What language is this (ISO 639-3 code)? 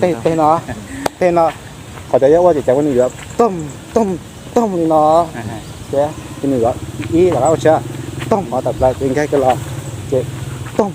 hmn